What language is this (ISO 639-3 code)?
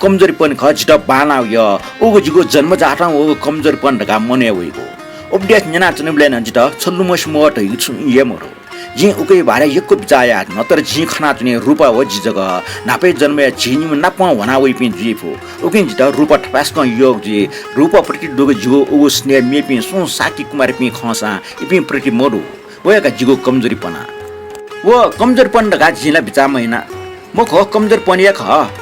new